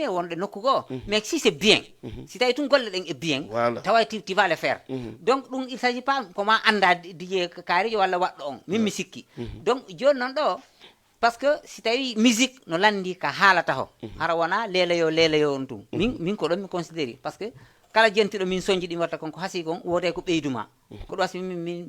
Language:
Fula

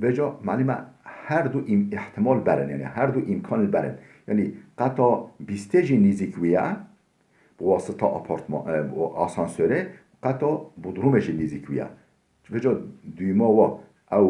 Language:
Kurdish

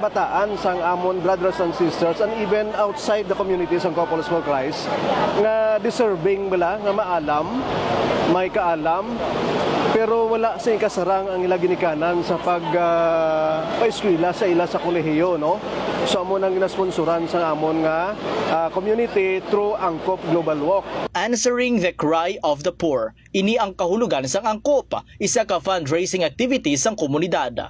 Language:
Hiligaynon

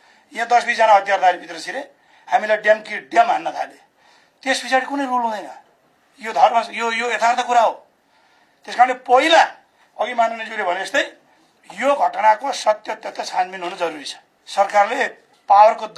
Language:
Nepali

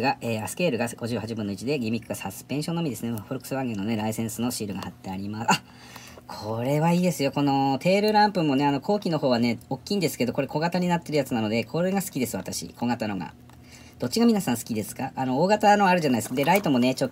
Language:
Japanese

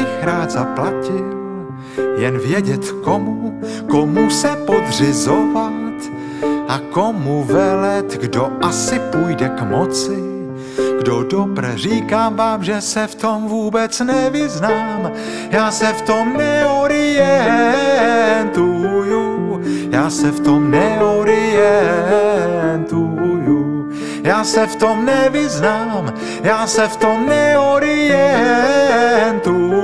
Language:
Czech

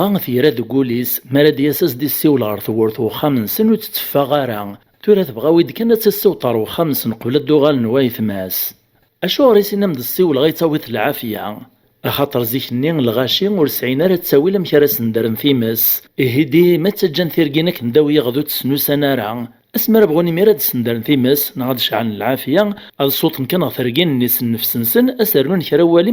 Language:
Kabyle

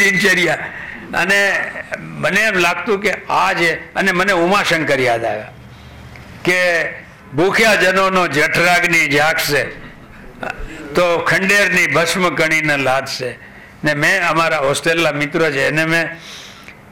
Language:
Gujarati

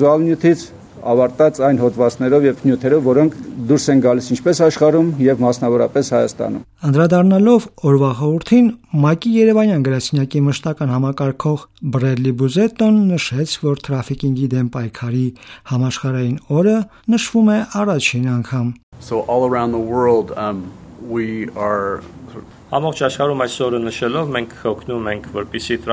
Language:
Armenian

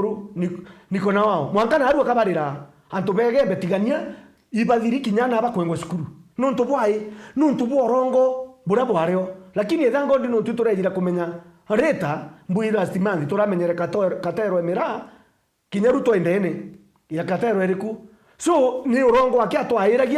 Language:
Meru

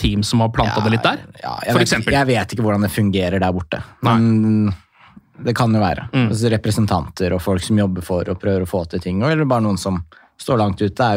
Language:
Norwegian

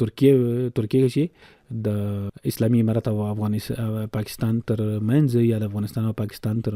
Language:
Pashto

